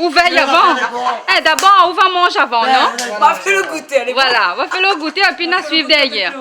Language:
Réunion Creole French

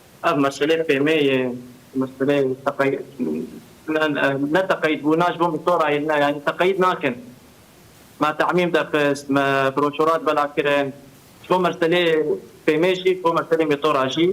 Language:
Kurdish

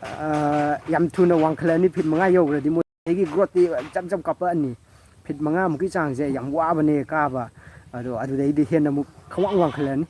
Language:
Manipuri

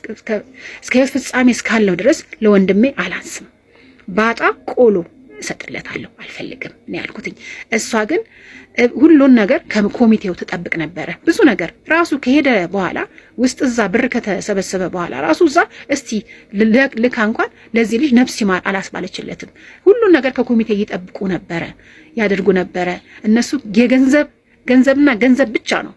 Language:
Amharic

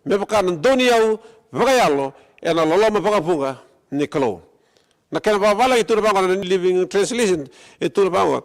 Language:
Fijian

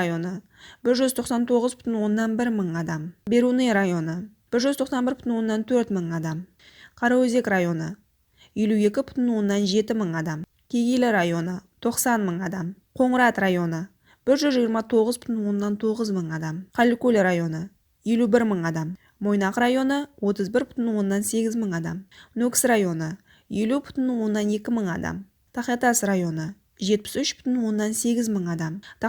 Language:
Kara-Kalpak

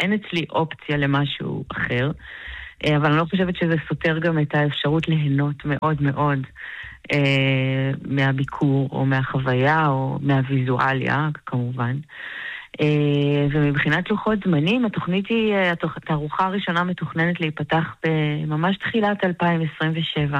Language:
Hebrew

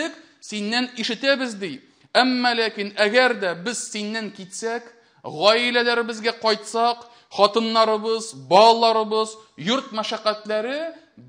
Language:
Tatar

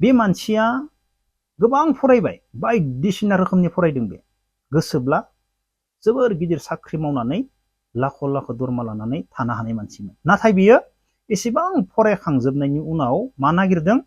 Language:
Bodo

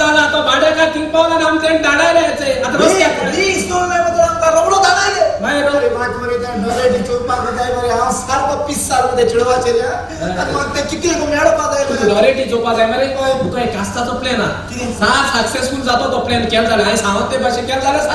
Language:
Konkani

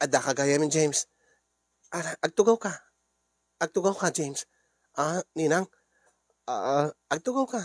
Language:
Iloko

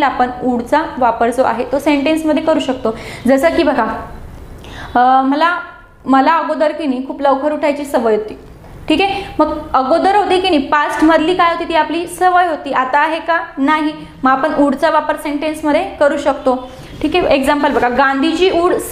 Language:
Marathi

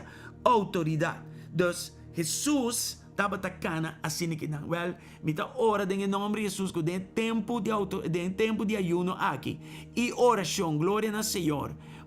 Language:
Papiamento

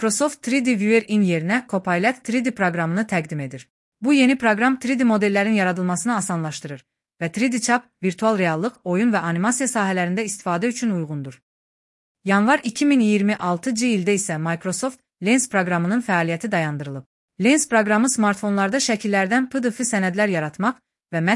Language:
Azerbaijani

